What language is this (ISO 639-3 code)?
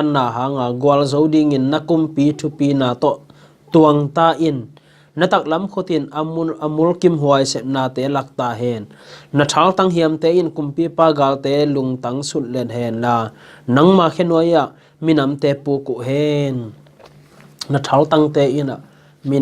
ctd